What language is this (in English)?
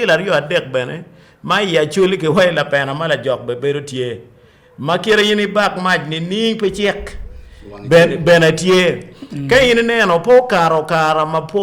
Acoli